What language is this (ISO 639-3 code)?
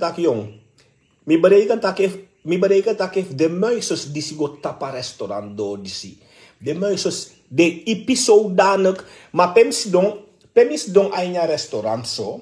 srn